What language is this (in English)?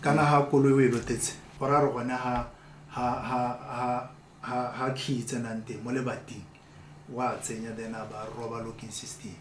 Tswana